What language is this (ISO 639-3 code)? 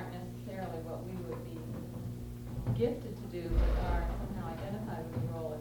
eng